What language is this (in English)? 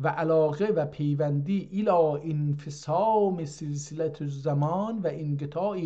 South Azerbaijani